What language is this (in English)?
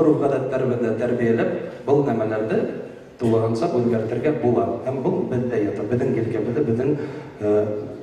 Bashkir